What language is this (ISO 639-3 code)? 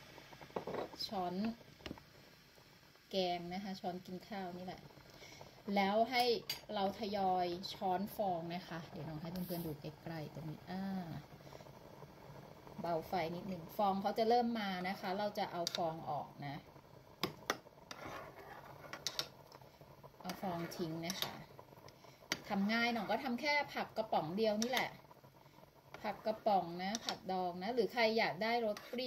tha